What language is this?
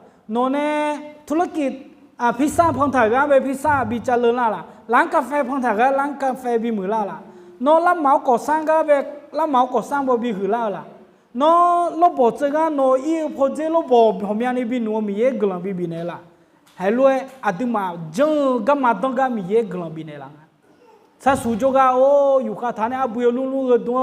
Akha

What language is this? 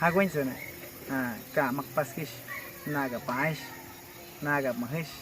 Awa-Cuaiquer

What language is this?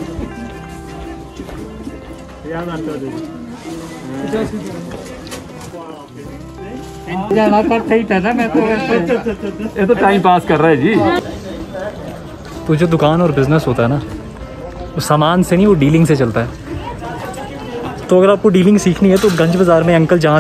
Hindi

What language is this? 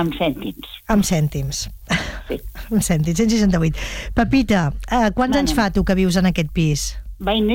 Catalan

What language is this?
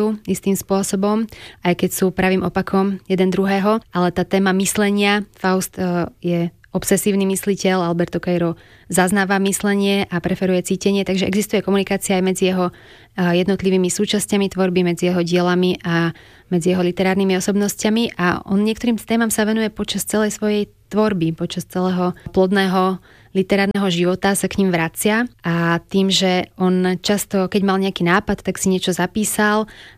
Slovak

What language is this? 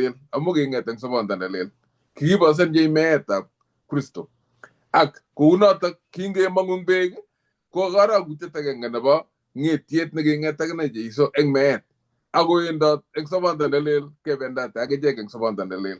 Kalenjin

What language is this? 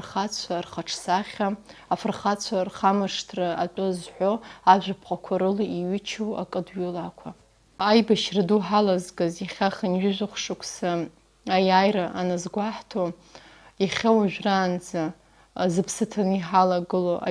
Abkhazian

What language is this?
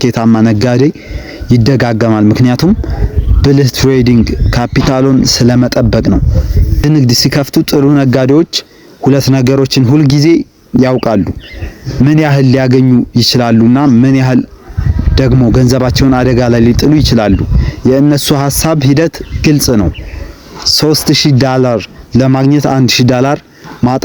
Amharic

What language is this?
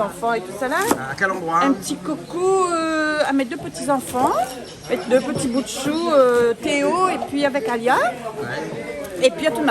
Réunion Creole French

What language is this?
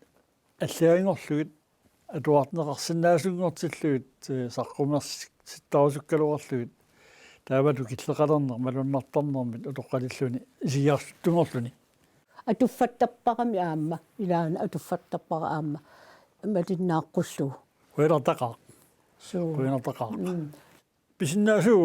Kalaallisut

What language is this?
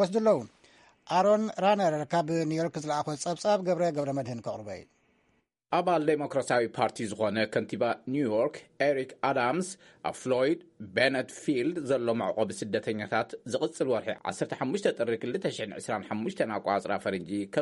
Tigrinya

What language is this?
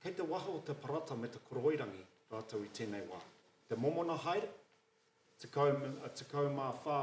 Māori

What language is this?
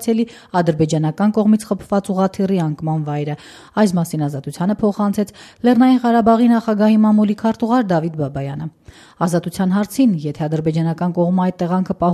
Armenian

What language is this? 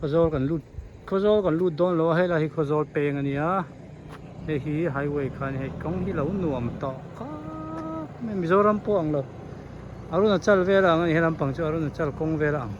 Hmar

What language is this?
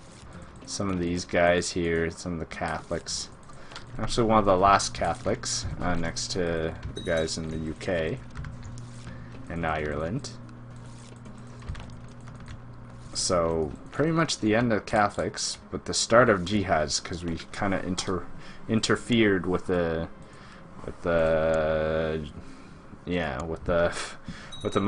English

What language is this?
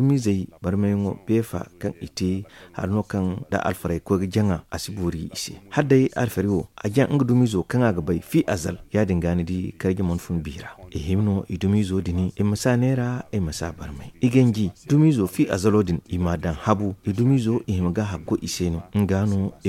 Zarma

